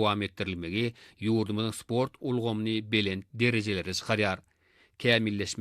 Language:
Turkmen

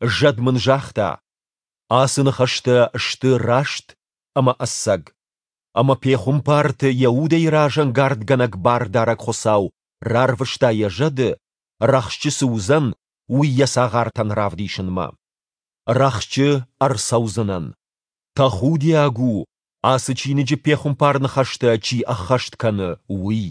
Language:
Ossetic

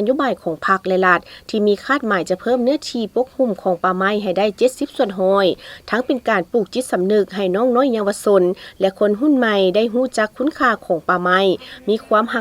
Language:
Lao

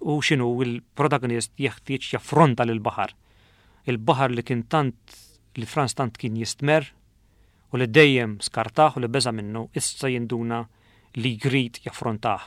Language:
Maltese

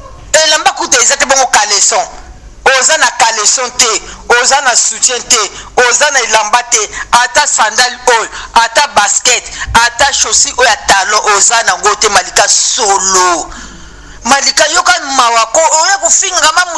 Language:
Lingala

